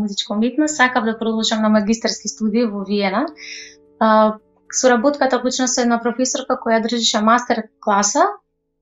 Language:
Macedonian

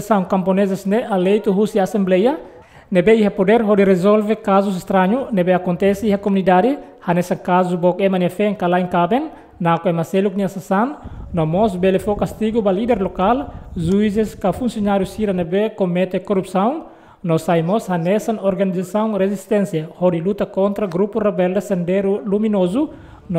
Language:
Tetum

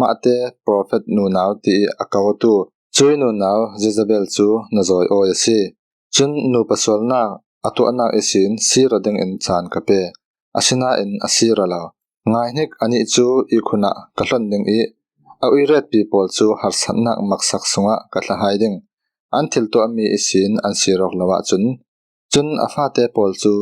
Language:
Falam Chin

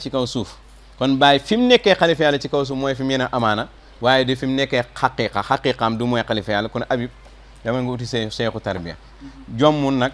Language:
Wolof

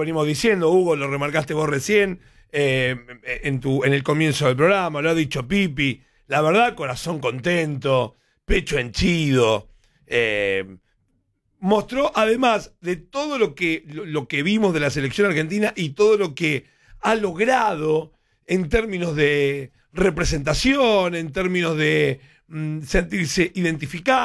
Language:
Spanish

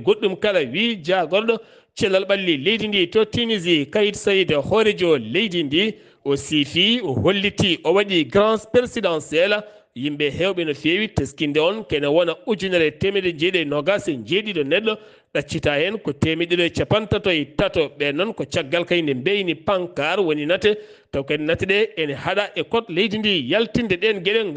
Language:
Fula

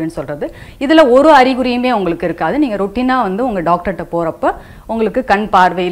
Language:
Tamil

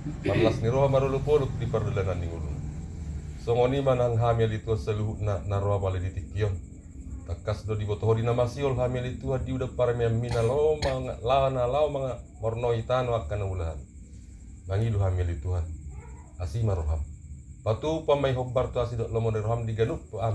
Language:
Batak Toba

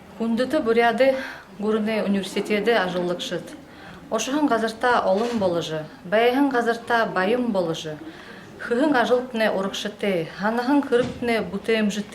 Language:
Buriat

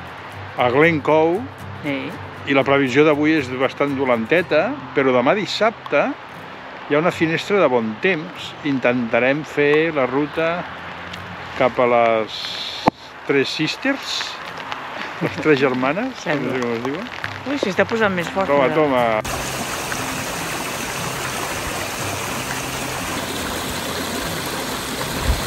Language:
Catalan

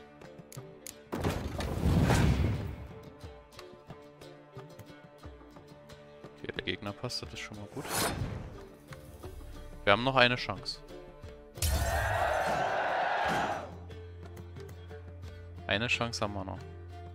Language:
German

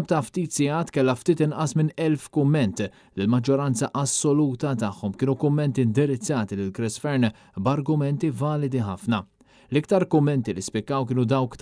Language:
Maltese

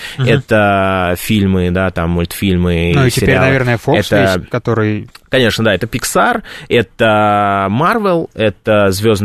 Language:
Russian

